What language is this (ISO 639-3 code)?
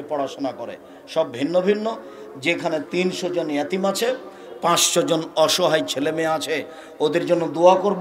ben